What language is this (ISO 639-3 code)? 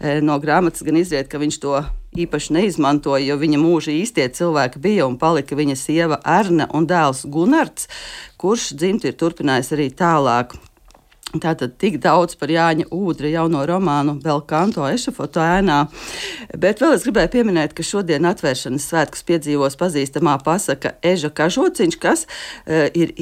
lav